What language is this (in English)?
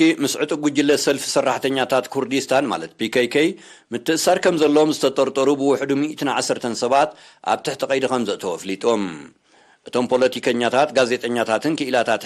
Tigrinya